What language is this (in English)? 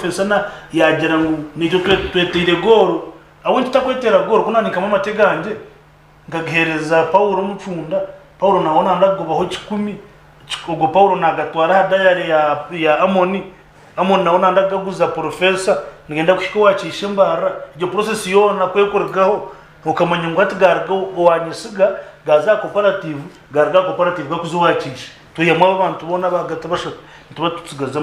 Nyankole